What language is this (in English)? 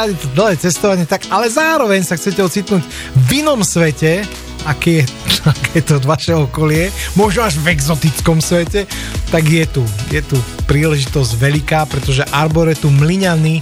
Slovak